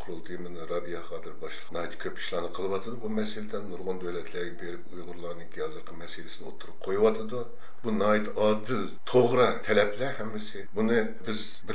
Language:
Uyghur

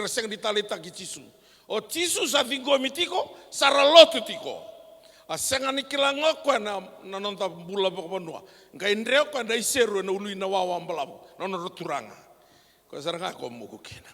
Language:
Fijian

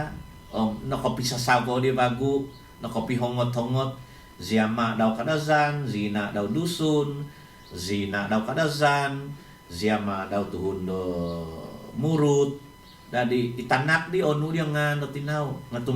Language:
Central Dusun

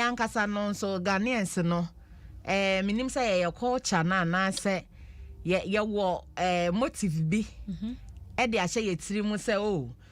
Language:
Akan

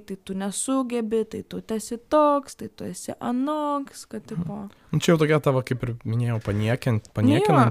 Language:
Lithuanian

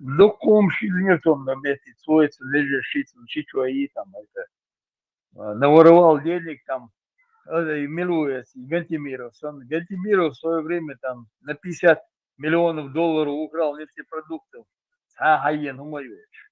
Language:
Chechen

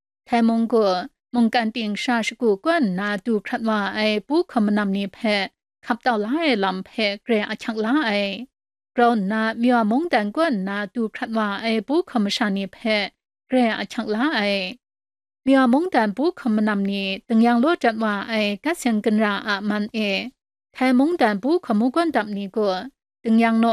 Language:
Kachin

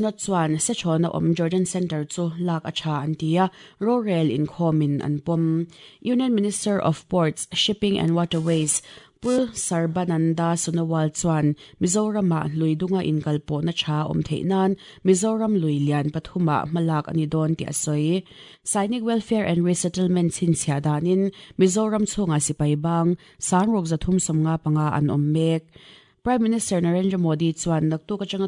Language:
Mizo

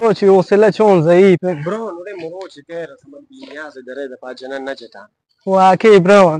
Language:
Baluchi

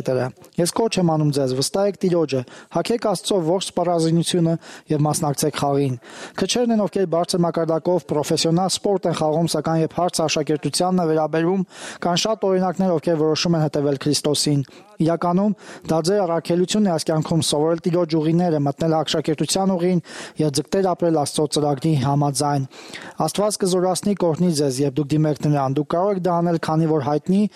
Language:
Armenian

